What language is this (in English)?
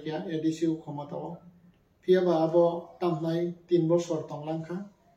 Kok Borok